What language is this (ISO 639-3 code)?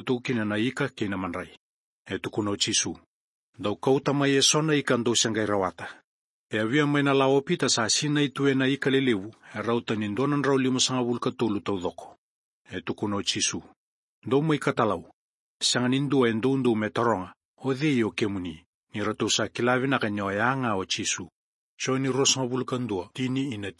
fij